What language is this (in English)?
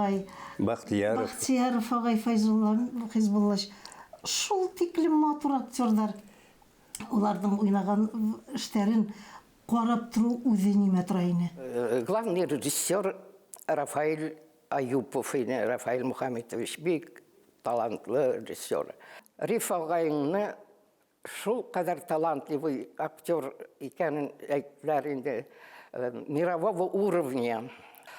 Bashkir